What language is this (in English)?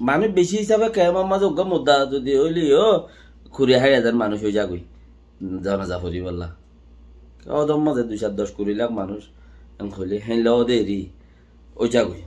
Rohingya